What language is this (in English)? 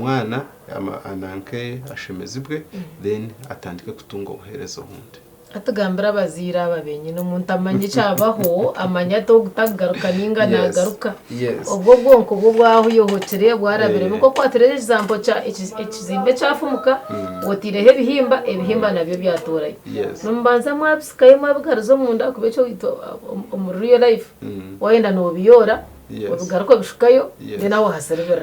Nyankole